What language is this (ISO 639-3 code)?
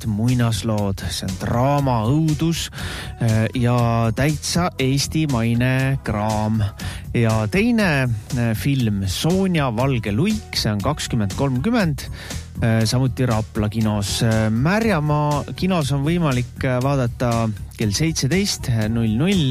est